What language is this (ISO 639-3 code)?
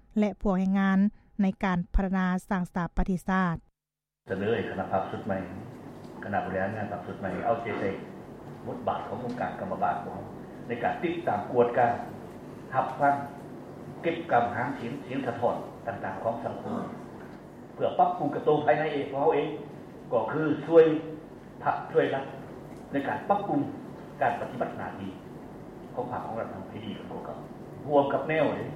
lao